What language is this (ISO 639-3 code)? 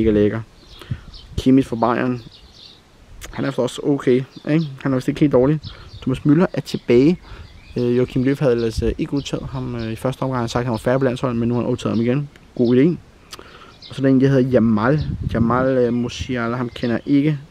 dan